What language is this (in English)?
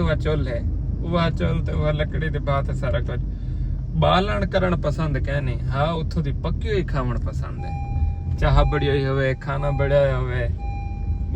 Saraiki